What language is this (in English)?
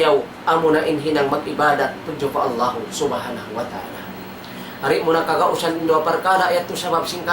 Tausug